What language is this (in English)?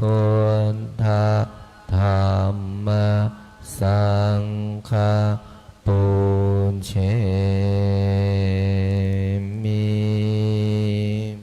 Pali